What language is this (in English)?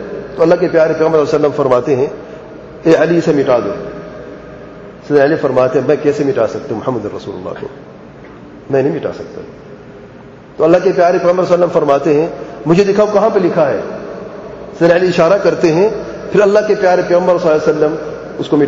Urdu